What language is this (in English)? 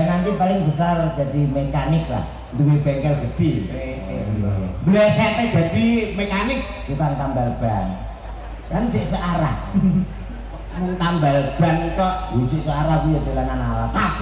Javanese